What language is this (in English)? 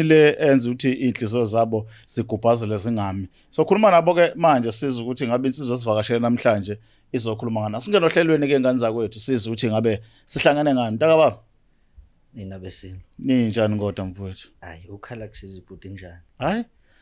Zulu